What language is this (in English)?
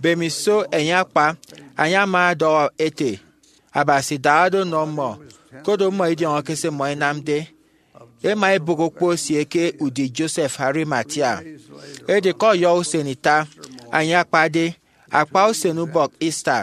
Efik